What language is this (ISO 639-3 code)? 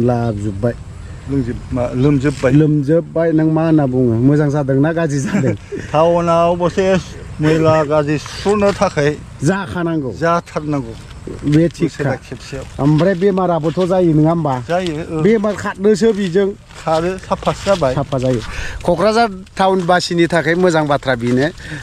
brx